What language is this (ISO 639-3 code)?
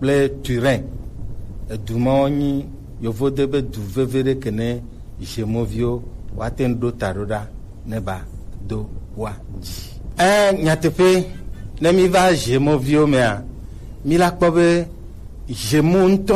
gej